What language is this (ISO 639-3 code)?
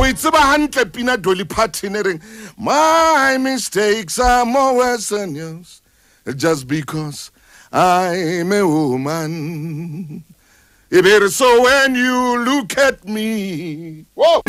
sot